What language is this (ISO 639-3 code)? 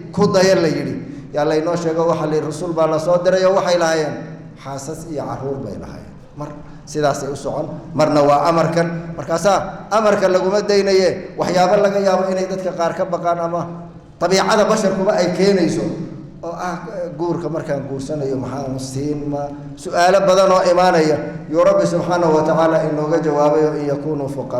som